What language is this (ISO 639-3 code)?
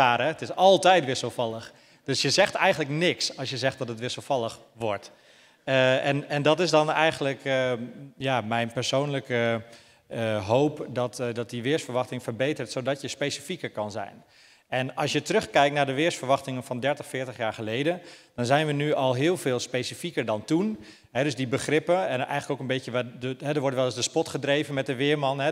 nld